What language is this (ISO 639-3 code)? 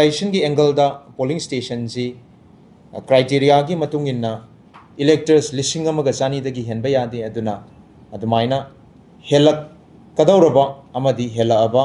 mni